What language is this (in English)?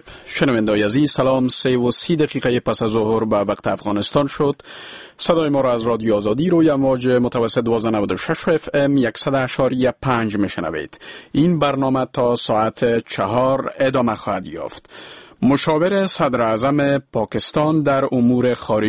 Persian